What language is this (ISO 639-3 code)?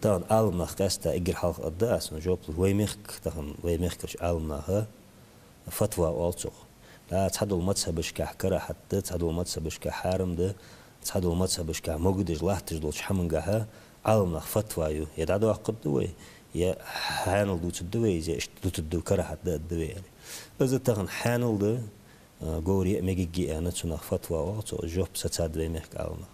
inh